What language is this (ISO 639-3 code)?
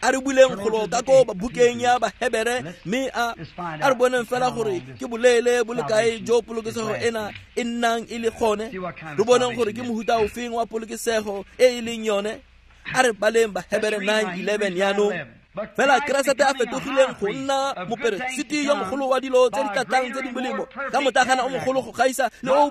tsn